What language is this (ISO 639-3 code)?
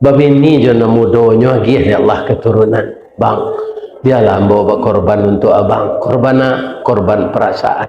min